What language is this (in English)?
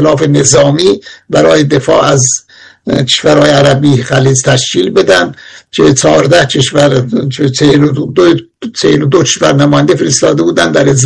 Persian